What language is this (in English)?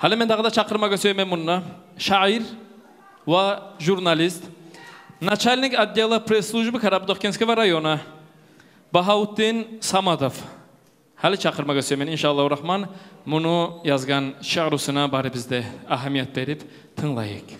Kumyk